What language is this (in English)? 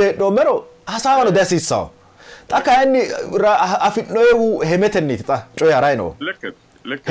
Sidamo